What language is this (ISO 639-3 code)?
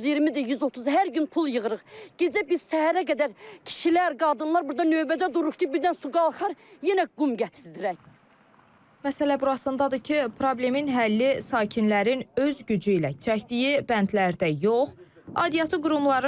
aze